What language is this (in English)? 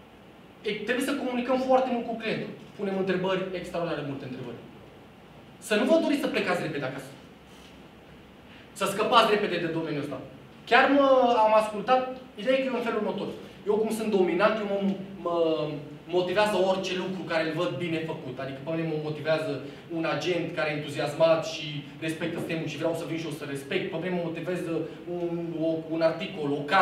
Romanian